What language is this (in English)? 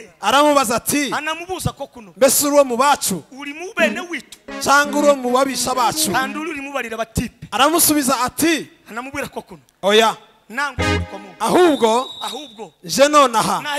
Kinyarwanda